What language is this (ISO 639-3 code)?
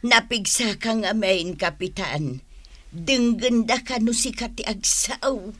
ilo